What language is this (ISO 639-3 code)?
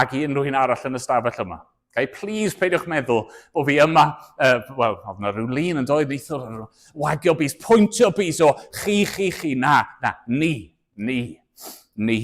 cym